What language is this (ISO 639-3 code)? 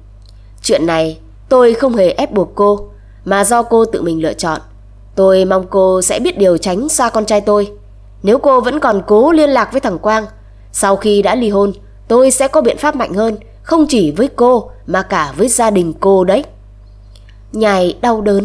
vie